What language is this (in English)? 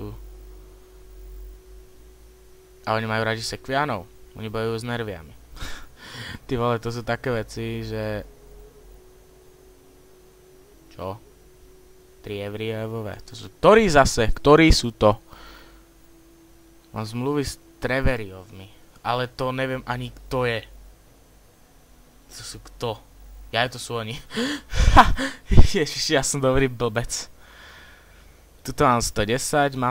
Slovak